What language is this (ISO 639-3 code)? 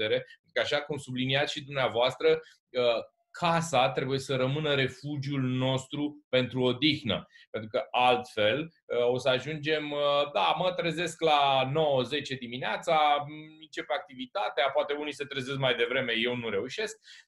ron